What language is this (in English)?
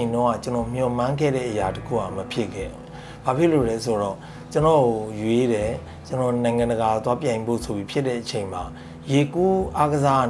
Burmese